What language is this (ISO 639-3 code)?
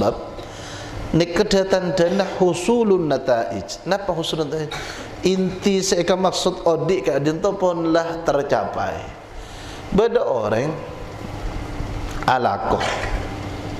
mad